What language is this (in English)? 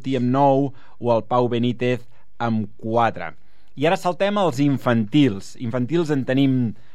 Catalan